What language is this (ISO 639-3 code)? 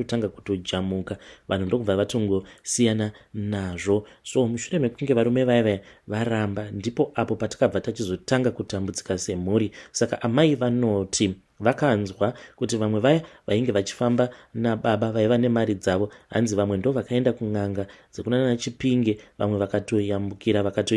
sna